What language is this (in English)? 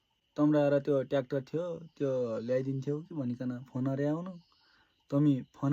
Nepali